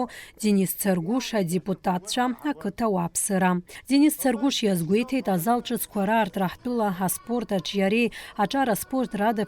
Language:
Abkhazian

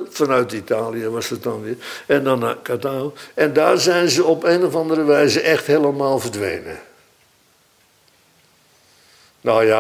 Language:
Dutch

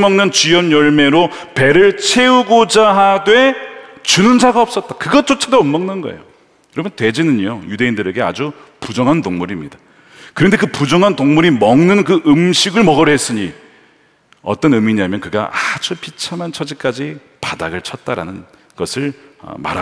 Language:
Korean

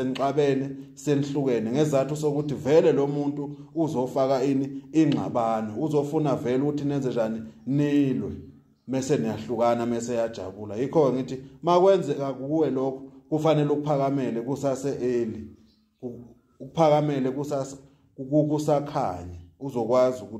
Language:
Zulu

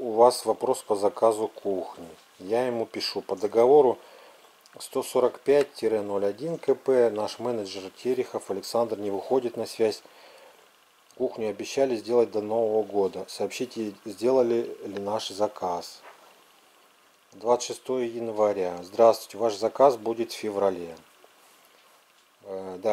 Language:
Russian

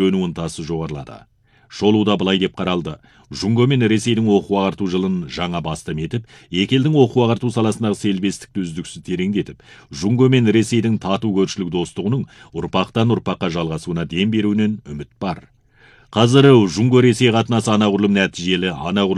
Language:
Kazakh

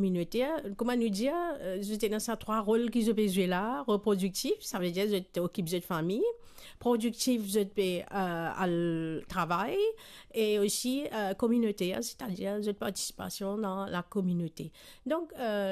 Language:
Morisyen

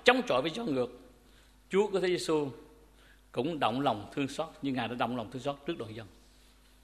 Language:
Vietnamese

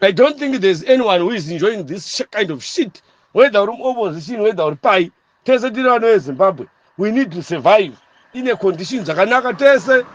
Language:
Shona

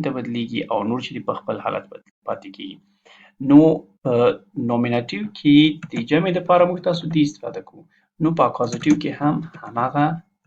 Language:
Pashto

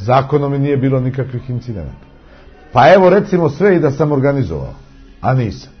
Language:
Serbian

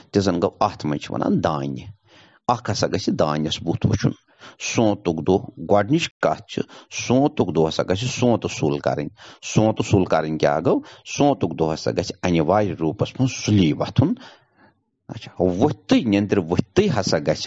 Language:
Kashmiri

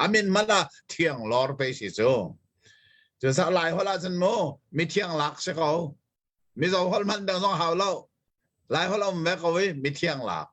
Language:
Hakha Chin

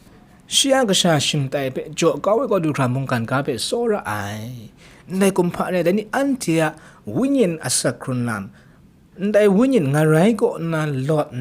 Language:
Kachin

